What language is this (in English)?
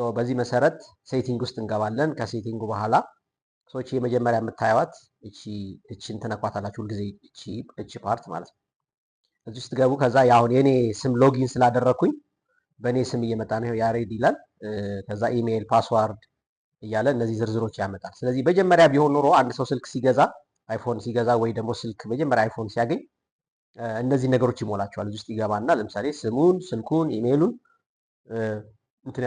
Amharic